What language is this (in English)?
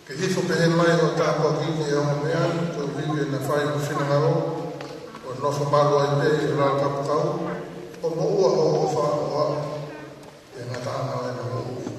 Tongan